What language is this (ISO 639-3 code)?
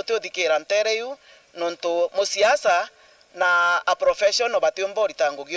mer